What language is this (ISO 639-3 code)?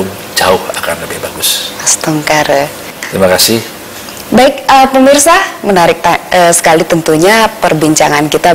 ind